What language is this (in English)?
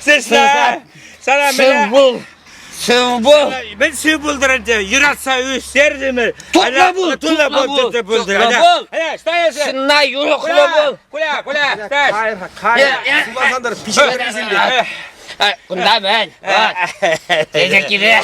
Chuvash